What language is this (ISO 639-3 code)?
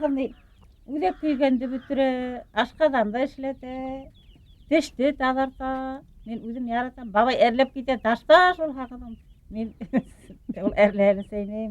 bak